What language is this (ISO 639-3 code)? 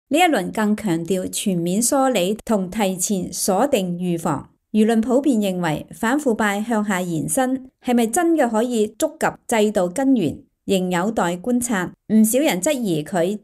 yue